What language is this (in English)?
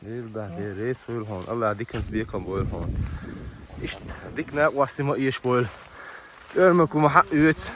Chechen